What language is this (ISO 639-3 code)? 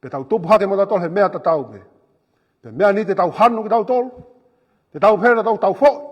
ton